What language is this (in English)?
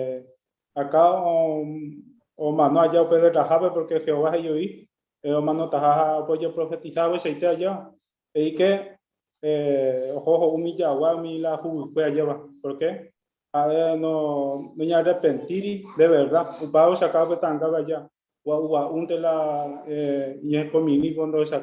Guarani